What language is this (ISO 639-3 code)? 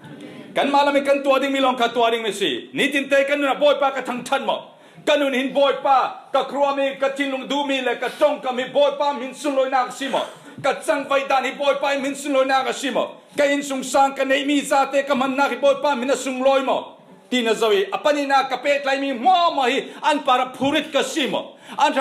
cfm